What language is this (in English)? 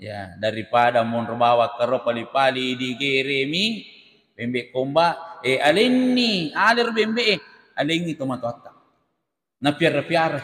Buginese